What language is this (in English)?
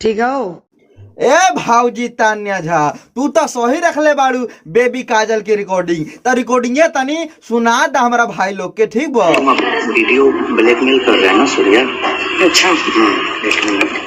Bhojpuri